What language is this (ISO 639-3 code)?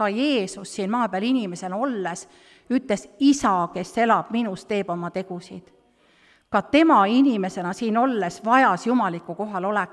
est